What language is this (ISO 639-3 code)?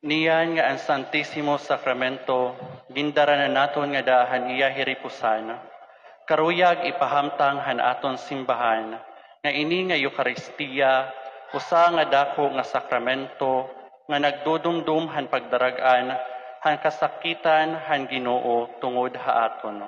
war